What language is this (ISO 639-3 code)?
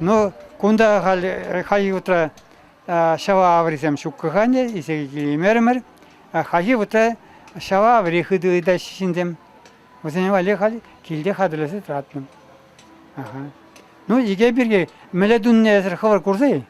chv